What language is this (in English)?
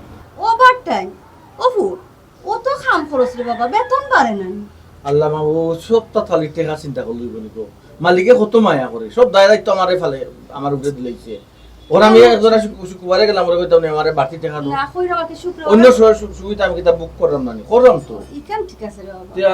Sylheti